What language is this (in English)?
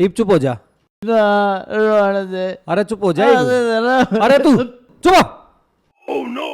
Haryanvi